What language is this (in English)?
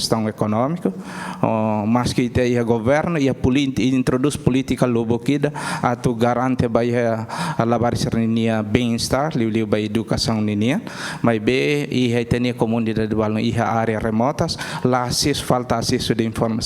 Tetum